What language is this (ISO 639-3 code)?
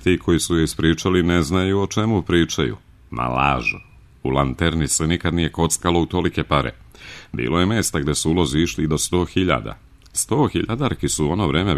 srp